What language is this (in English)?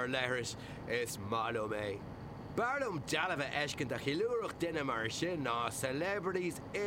Irish